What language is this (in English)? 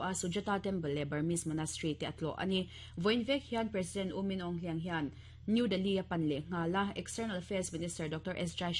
Mizo